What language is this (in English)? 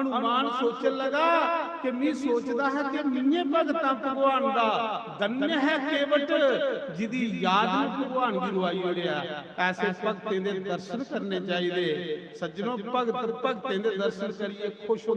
Dogri